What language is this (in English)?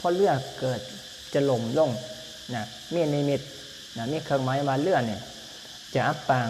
Lao